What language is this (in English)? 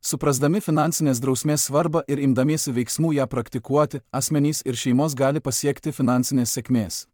Lithuanian